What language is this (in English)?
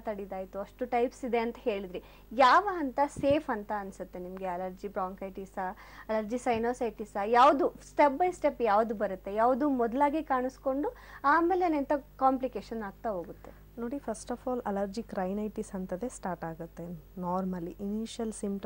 Kannada